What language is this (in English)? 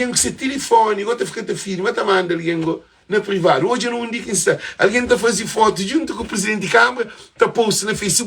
Kabuverdianu